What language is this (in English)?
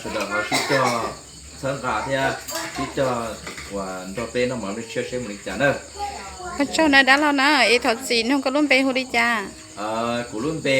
Hmong